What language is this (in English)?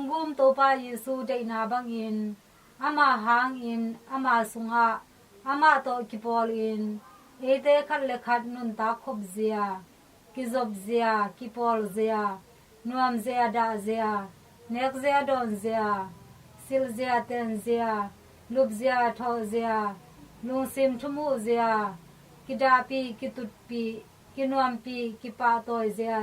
Tedim Chin